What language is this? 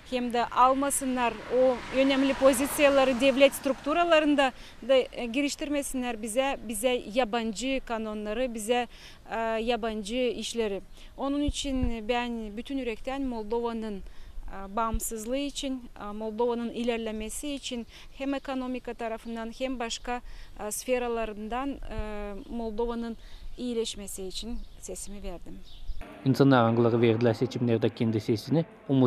Gagauz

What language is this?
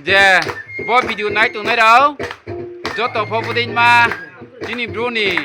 Riang (India)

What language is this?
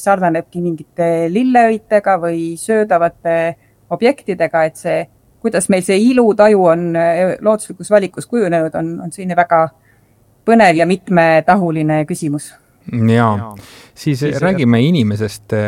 Estonian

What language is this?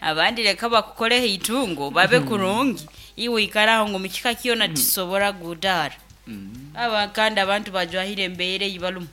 Nyoro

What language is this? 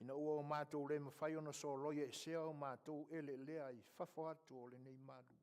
Samoan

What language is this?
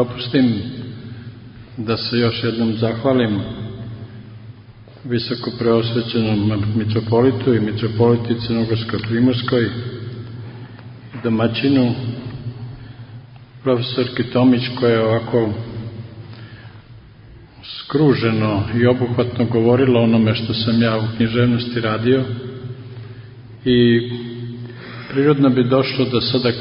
Serbian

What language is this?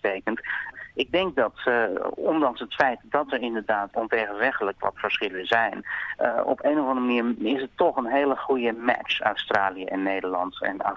Dutch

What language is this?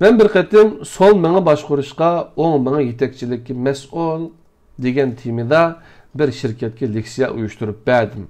Uyghur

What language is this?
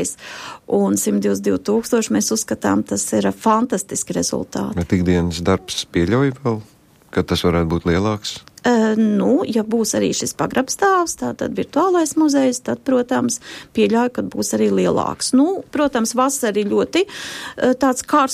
Latvian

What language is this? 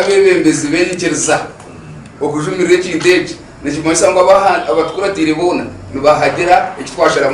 Nyankole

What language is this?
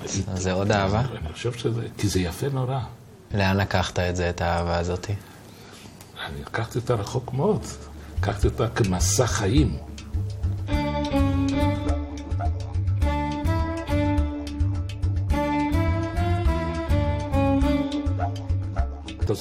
Hebrew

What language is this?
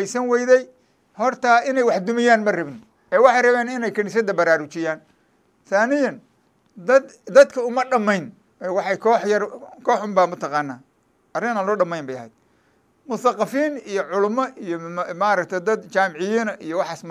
Somali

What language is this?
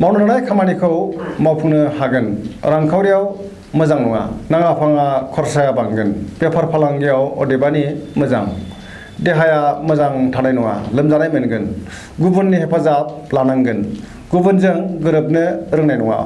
Bodo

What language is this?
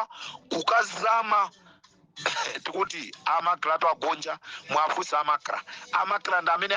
Nyanja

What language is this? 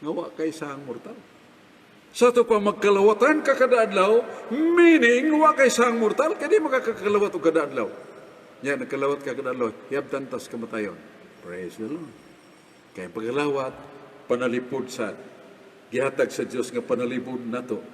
Cebuano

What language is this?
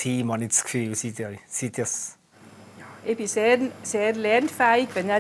Swiss German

